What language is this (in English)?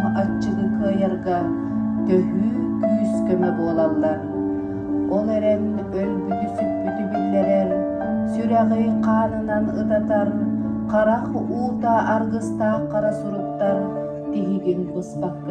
Yakut